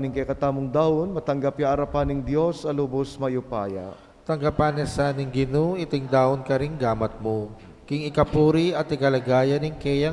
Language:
Pampanga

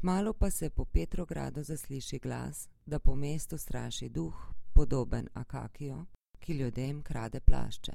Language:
Slovenian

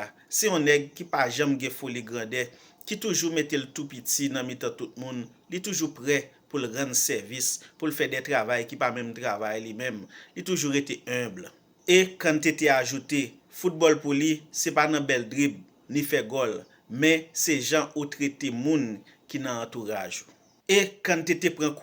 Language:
Haitian Creole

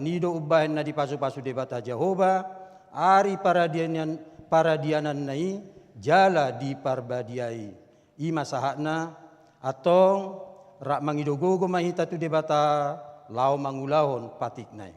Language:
Batak Toba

